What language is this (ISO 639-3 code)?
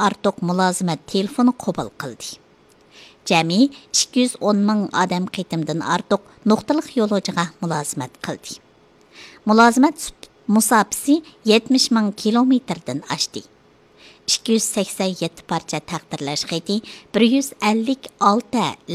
uig